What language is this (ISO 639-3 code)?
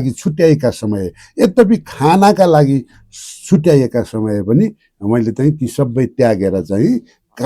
nep